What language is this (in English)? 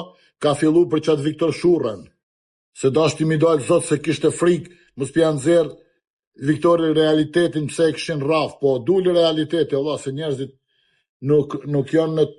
Albanian